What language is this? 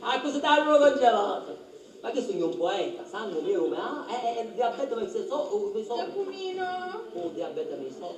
Sicilian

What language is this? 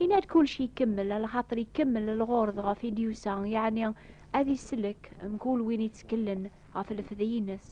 Kabyle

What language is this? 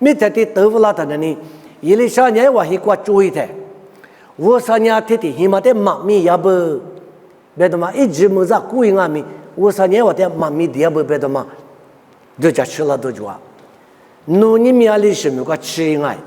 Lisu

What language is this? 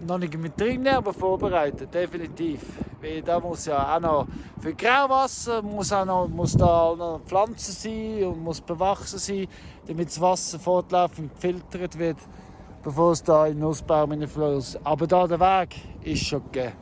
Swiss German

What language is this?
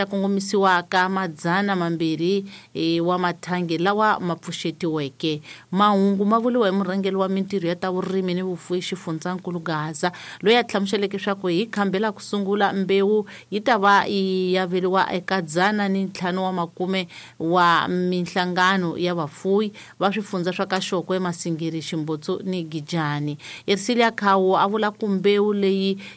Tsonga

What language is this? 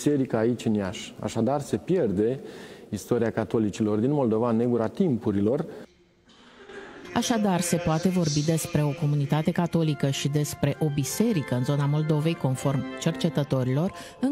Romanian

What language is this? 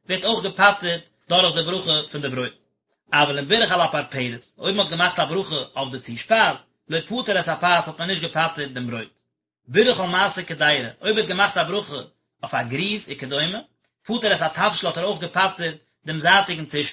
Yiddish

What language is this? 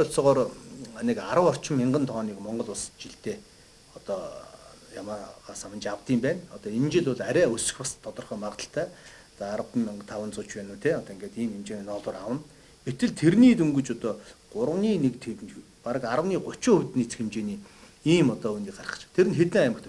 Mongolian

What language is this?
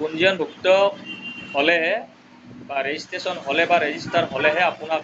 Assamese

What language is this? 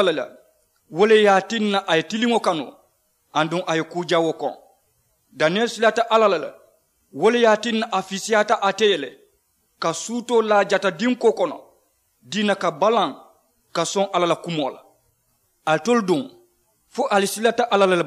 Mandingo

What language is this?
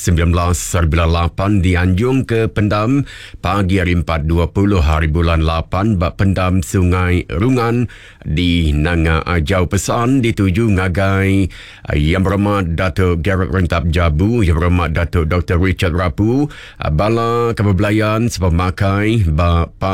Iban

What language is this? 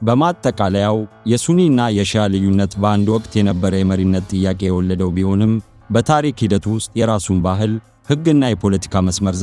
Amharic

